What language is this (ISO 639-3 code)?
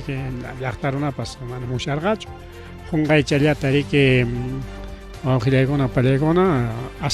quy